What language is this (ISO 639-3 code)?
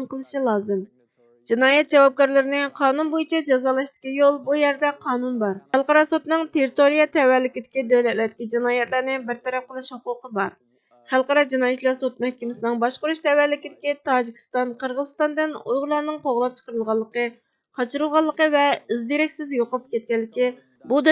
uig